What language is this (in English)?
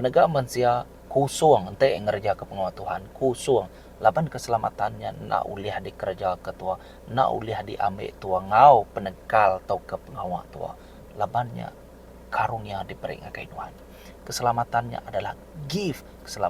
Iban